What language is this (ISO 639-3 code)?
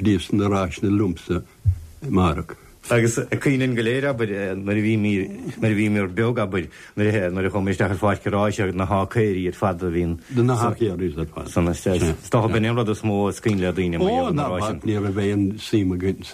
gle